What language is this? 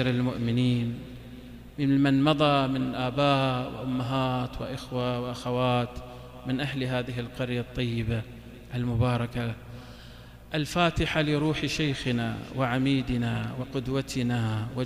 Arabic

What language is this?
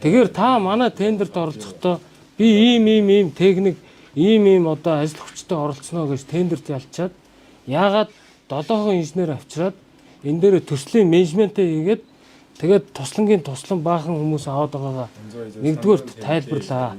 Mongolian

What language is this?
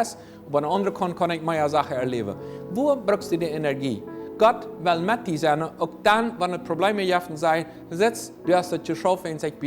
Plautdietsch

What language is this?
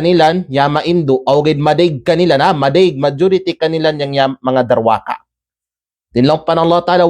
Kalagan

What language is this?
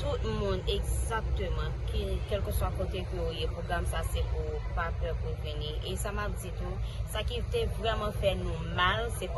Haitian Creole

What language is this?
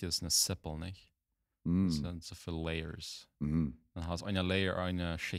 Plautdietsch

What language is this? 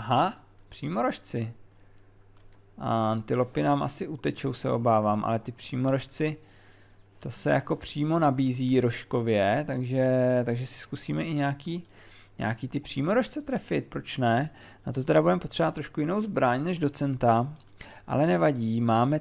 Czech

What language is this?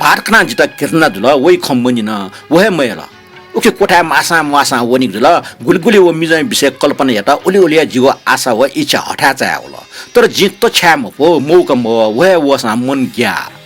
Newari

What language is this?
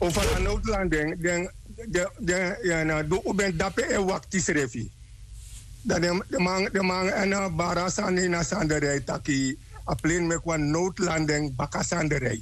Sranan Tongo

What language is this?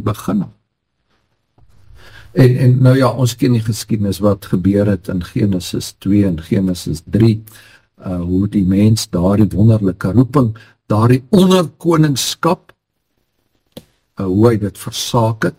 Afrikaans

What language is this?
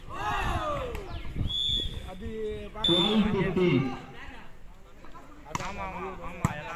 Tamil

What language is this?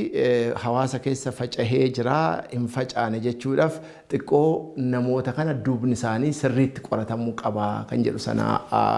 Oromo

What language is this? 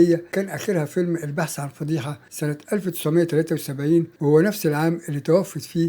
Egyptian Arabic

